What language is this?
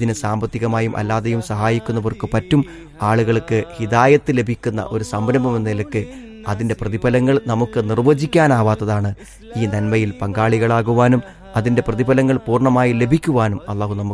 Malayalam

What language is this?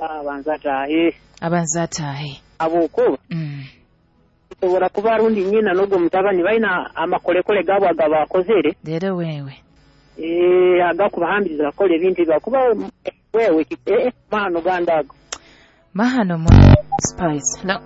Nyoro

